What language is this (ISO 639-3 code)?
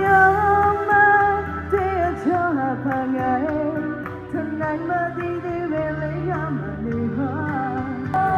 ahk